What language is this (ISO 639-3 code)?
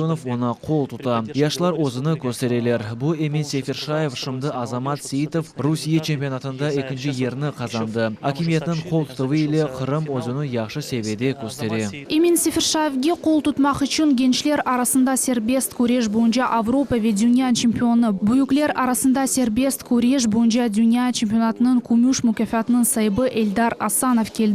crh